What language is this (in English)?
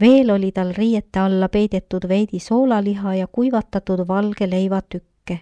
Estonian